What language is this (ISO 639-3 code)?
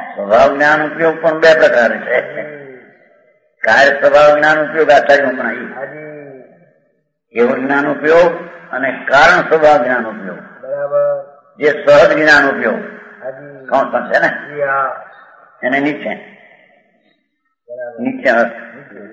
guj